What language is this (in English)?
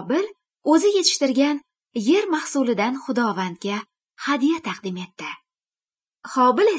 Uzbek